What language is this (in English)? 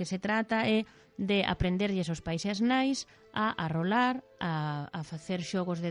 Galician